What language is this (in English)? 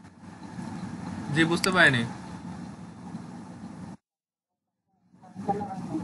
Bangla